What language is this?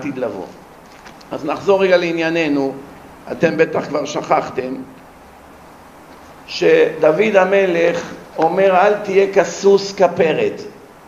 Hebrew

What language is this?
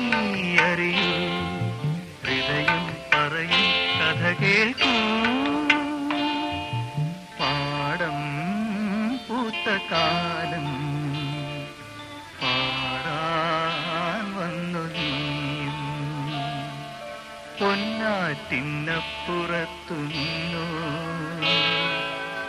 Malayalam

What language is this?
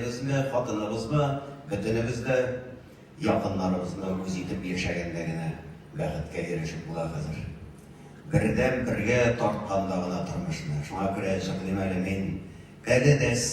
Tatar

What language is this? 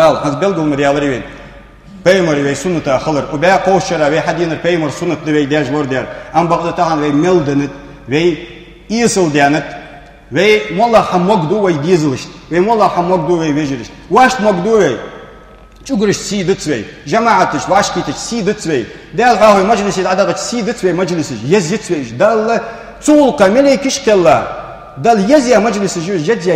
Ingush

